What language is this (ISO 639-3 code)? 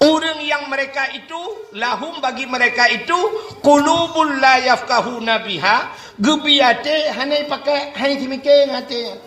ace